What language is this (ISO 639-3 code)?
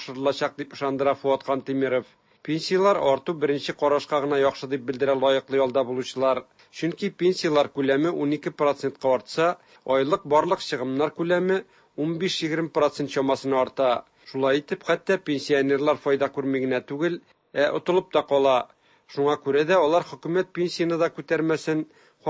tat